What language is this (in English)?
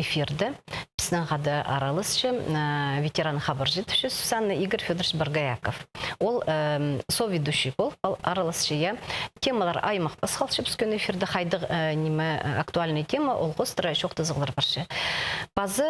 Khakas